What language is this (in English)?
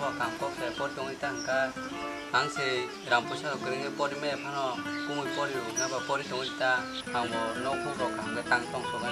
Kok Borok